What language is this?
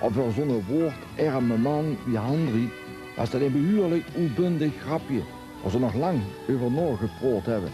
Limburgish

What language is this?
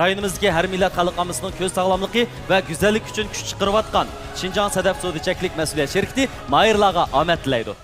Uyghur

